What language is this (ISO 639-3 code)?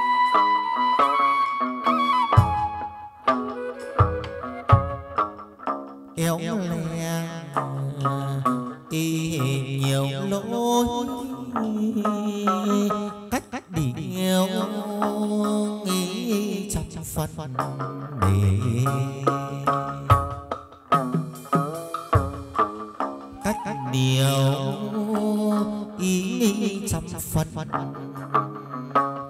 vie